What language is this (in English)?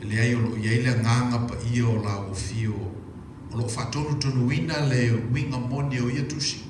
Samoan